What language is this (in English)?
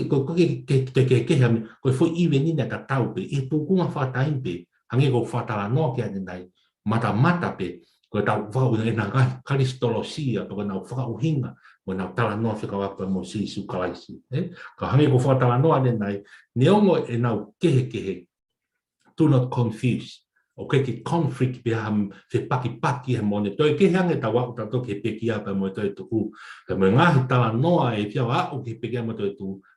Tongan